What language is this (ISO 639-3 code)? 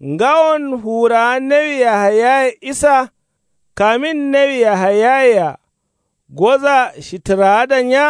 kau